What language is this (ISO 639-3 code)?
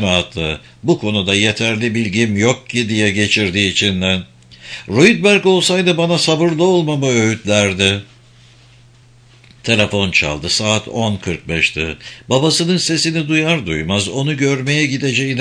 tur